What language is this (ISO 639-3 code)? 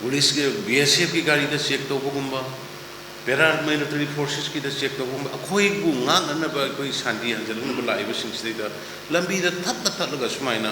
mni